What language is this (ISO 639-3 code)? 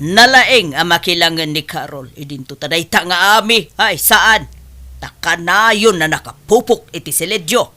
ilo